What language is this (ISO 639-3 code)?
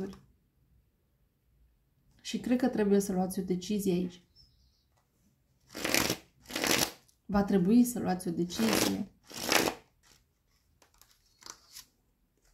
ron